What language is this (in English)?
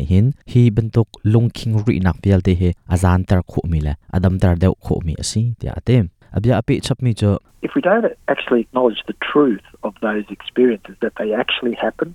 Hakha Chin